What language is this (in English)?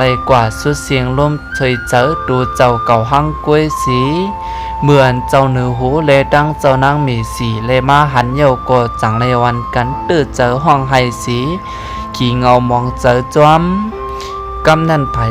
Shan